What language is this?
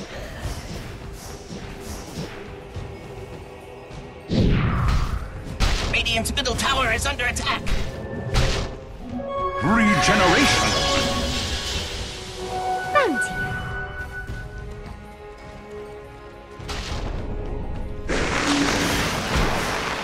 English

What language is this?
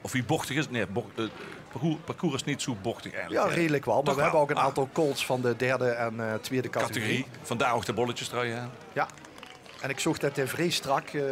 Limburgish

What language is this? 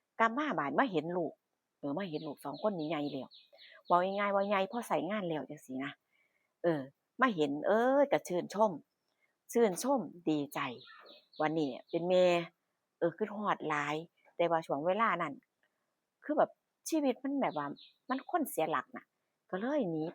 Northeastern Thai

